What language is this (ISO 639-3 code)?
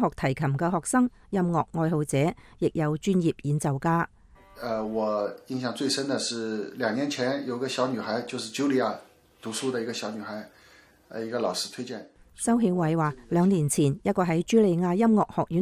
yue